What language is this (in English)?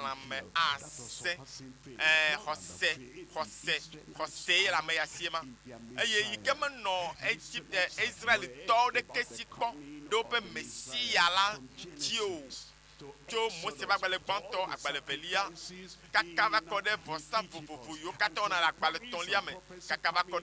Ewe